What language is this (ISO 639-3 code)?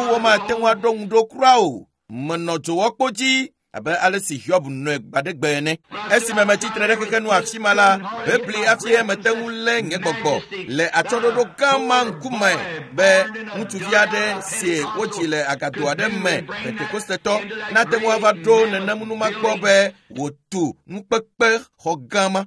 ewe